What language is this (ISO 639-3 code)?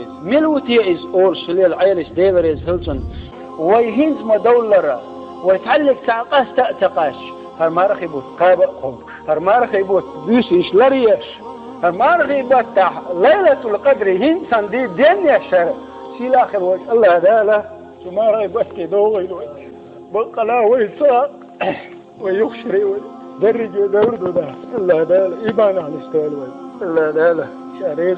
che